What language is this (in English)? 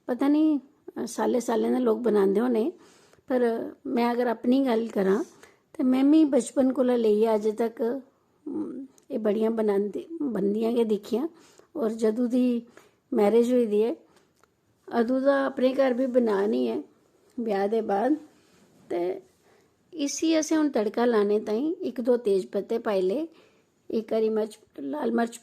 Dogri